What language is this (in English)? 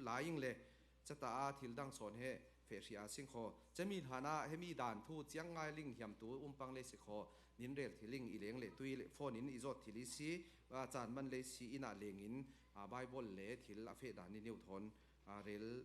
Falam Chin